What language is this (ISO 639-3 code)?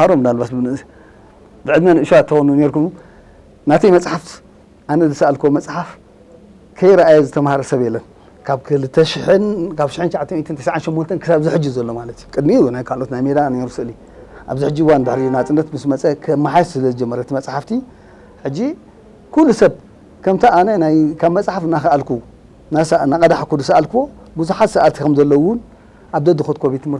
tir